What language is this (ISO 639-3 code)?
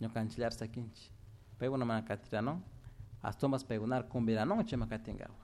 qug